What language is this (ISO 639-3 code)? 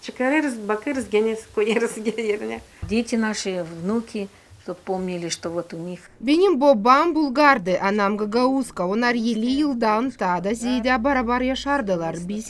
gag